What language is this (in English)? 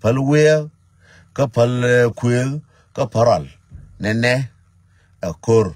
Nuer